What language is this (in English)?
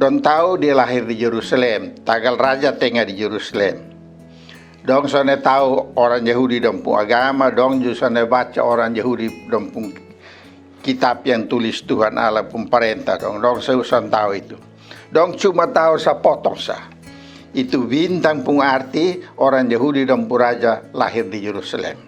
Kupang Malay